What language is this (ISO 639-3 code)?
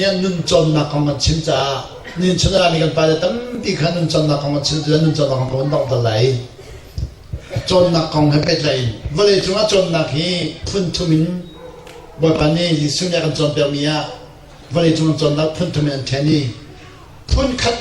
cnh